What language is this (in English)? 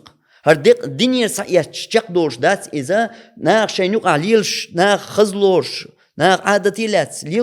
Chechen